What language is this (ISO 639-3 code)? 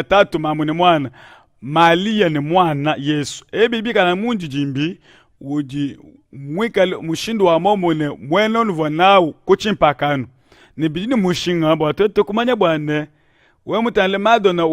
lua